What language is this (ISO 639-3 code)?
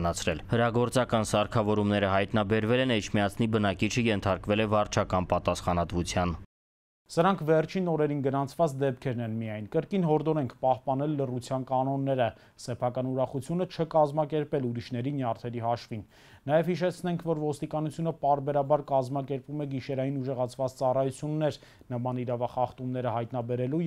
hye